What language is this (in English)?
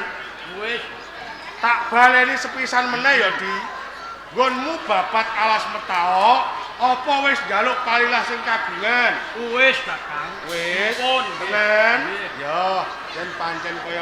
Javanese